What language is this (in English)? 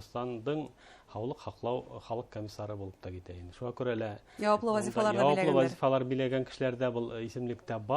Bashkir